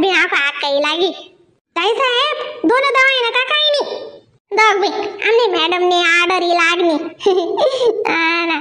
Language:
Khandesi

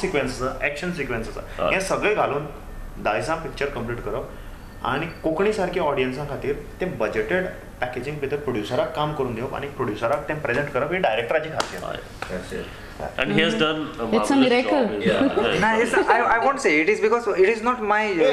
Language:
Konkani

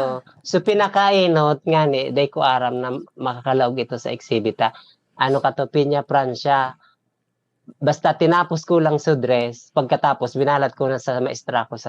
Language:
Bikol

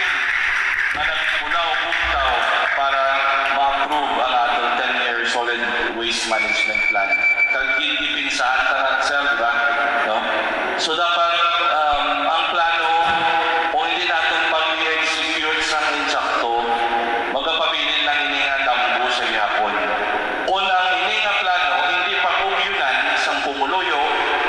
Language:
Hiligaynon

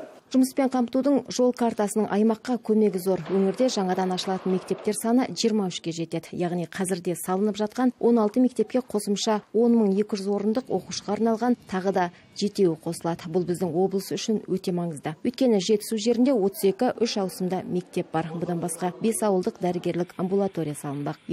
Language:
Kazakh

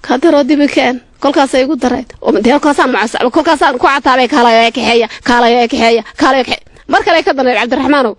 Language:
Somali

